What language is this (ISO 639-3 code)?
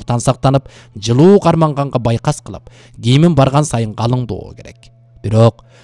kir